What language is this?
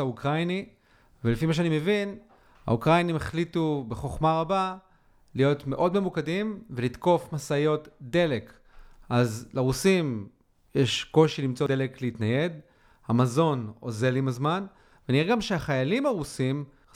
Hebrew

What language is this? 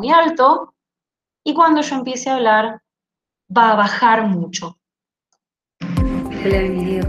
Spanish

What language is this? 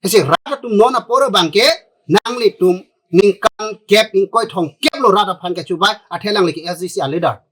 Karbi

